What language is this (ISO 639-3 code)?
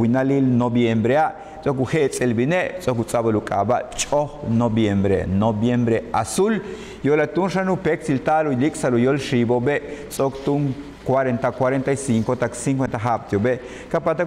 yua